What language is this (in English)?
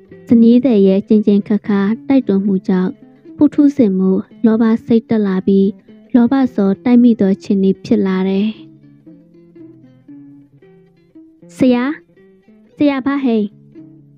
Burmese